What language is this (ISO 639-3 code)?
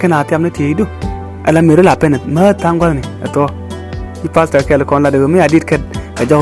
nus